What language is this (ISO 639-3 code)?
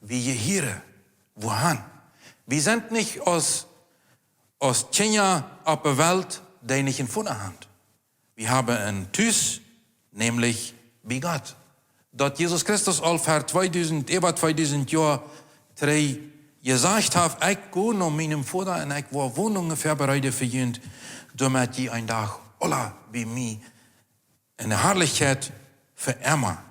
pdt